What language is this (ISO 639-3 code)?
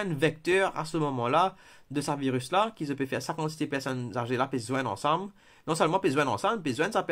mfe